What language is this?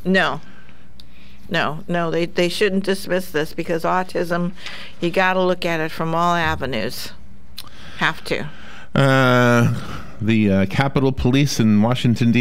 English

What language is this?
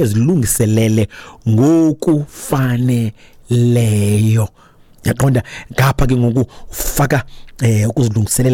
Xhosa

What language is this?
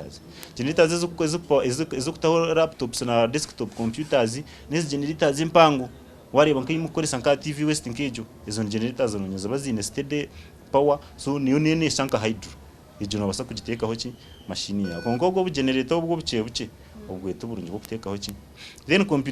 Nyankole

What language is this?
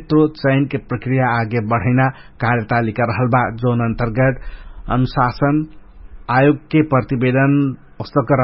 Dangaura Tharu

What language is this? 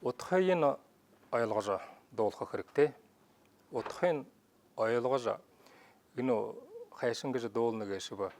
Buriat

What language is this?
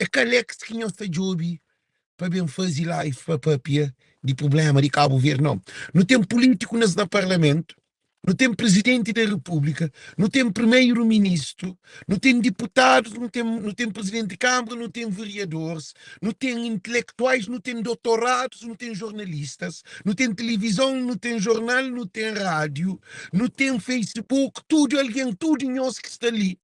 Kabuverdianu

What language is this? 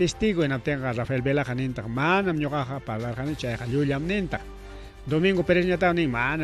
Ayacucho Quechua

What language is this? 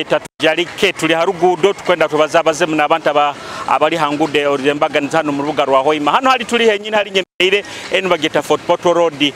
Nyoro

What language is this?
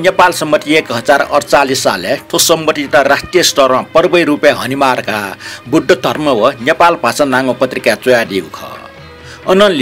Newari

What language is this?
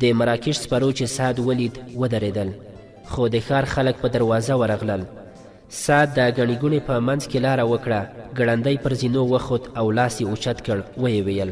Pashto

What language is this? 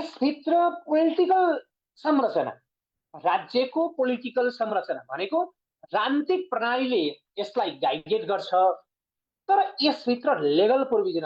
Nepali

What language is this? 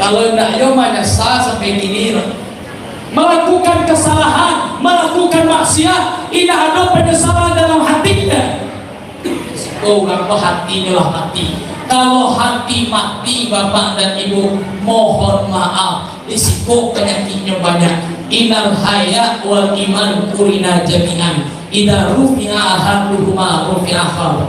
Minangkabau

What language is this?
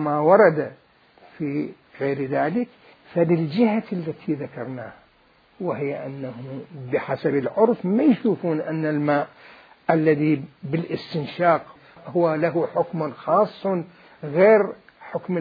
Mesopotamian Arabic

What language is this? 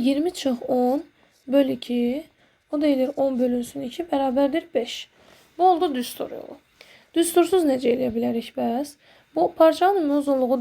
Azerbaijani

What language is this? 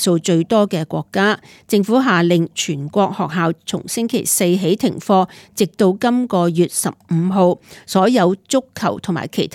Cantonese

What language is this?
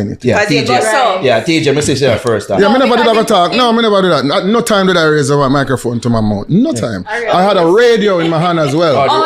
Jamaican Creole English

